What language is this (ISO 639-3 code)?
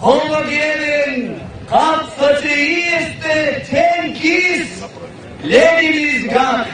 myv